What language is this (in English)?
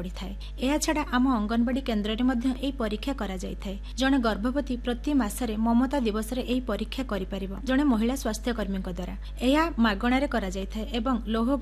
Odia